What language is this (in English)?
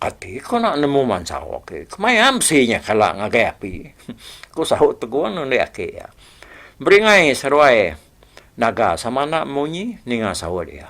Iban